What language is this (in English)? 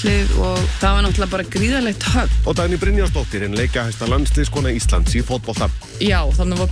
Icelandic